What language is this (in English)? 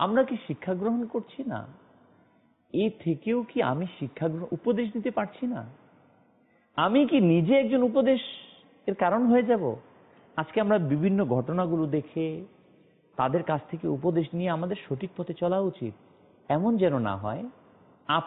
Bangla